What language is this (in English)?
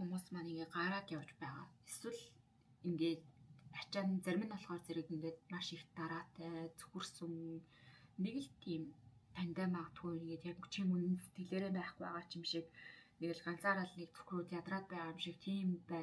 Mongolian